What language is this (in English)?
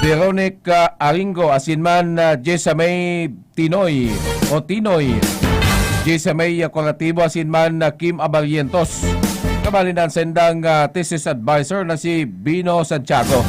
Bikol